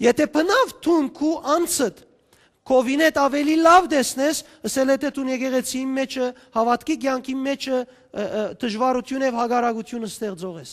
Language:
Western Armenian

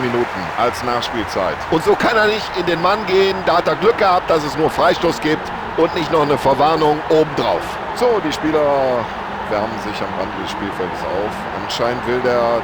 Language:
Bavarian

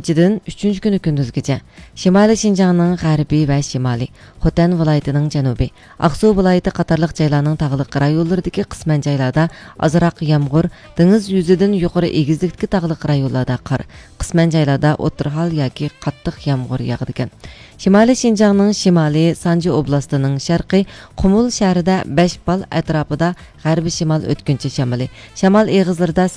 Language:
Uyghur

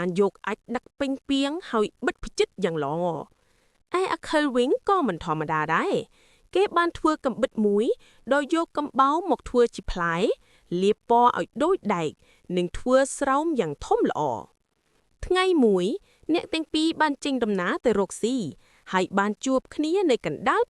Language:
Khmer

